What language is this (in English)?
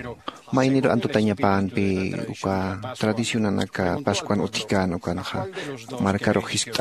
Aymara